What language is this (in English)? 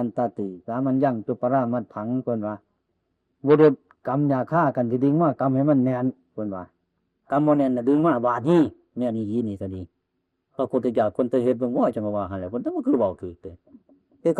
Northeastern Thai